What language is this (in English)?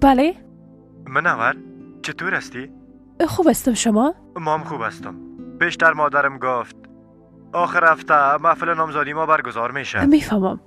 Persian